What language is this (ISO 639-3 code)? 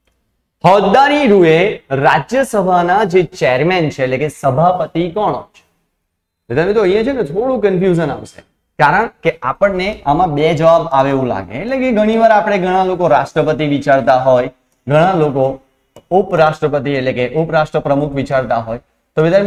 guj